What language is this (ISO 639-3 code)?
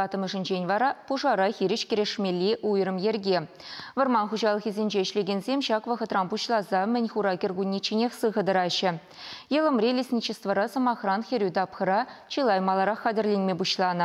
chv